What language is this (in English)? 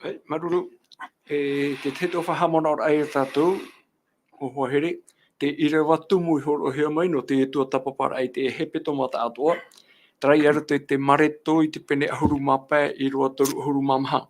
Tahitian